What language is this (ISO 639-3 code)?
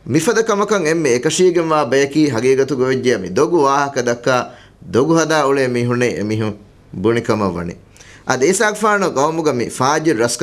div